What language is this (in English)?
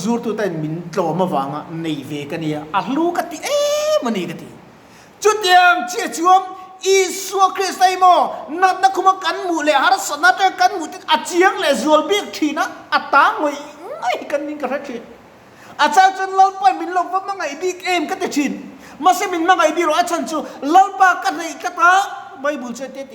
Mizo